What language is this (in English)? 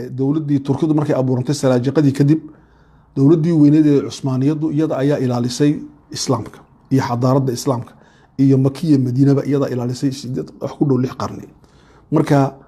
Somali